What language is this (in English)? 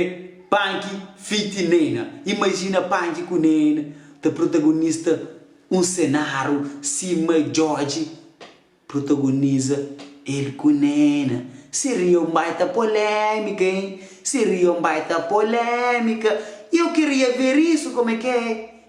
Kabuverdianu